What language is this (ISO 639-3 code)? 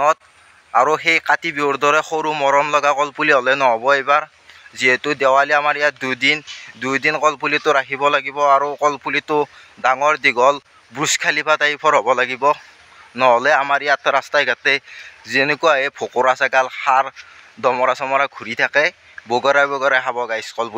asm